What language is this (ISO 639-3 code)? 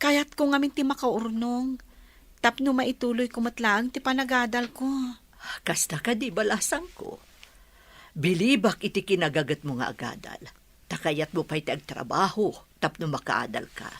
ilo